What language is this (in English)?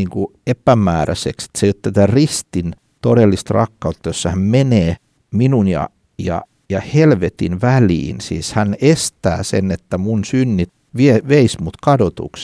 Finnish